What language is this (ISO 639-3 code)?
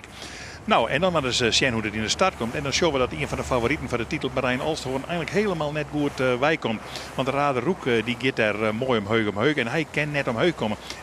fry